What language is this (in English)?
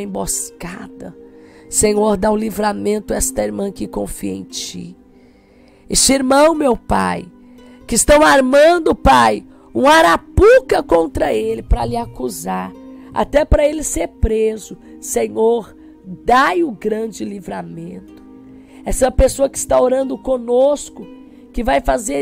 Portuguese